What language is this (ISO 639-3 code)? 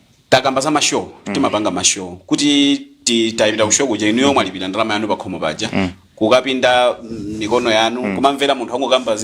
nya